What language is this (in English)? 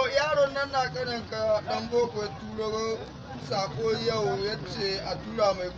Hausa